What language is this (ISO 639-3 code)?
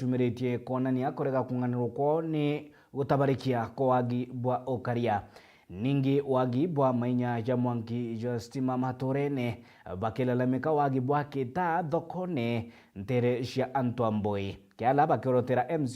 mer